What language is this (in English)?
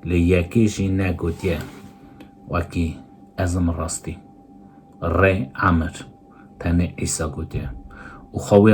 Kurdish